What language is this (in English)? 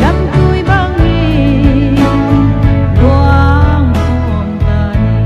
Paite Chin